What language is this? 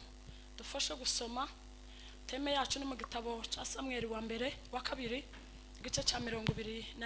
Kinyarwanda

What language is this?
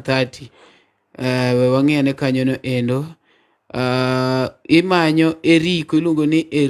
Luo (Kenya and Tanzania)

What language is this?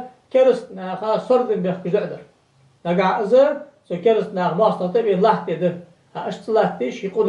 Ingush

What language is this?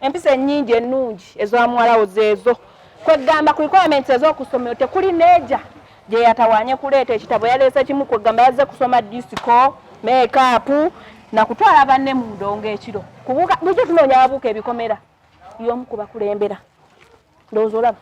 Ganda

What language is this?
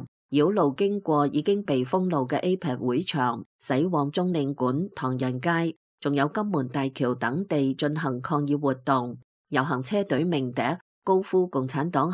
Cantonese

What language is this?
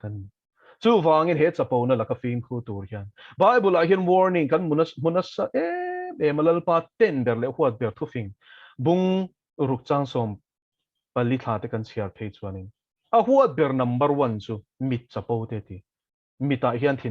Mizo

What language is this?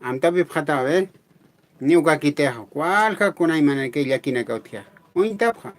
Aymara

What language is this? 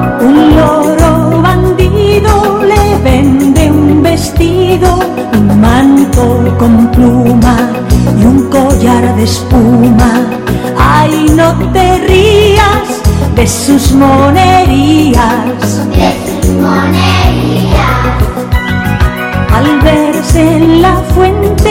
Spanish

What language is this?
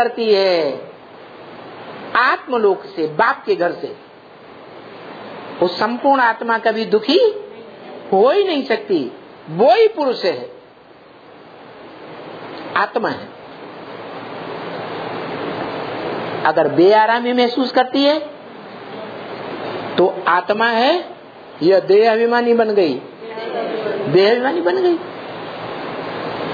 Hindi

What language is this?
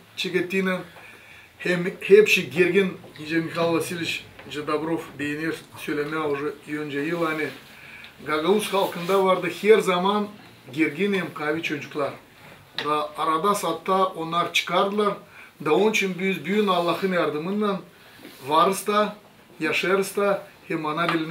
Gagauz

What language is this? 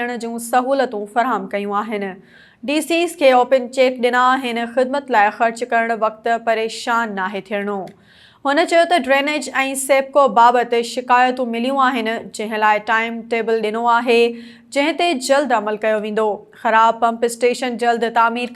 Sindhi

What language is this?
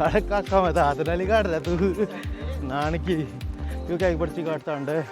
Haryanvi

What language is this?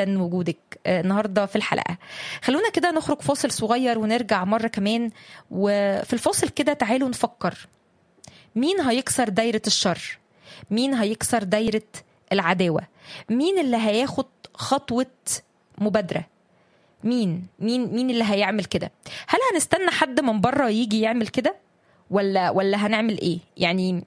Egyptian Arabic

